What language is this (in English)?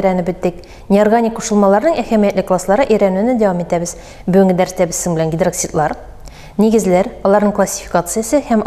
Tatar